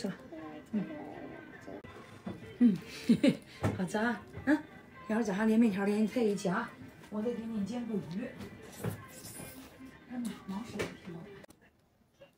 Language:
Chinese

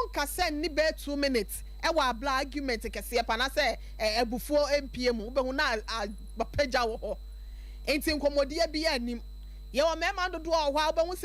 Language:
Akan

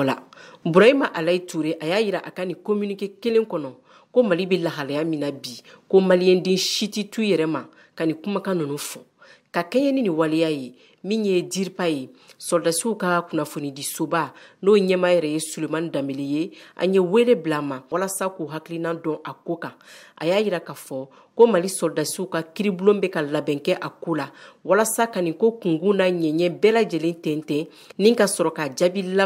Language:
Bambara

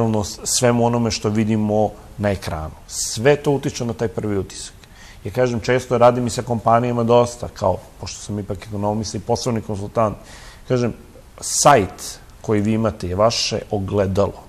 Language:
Serbian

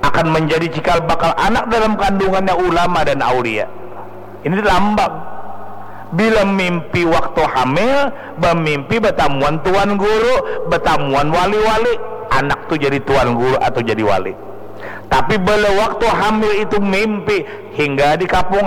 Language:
Banjar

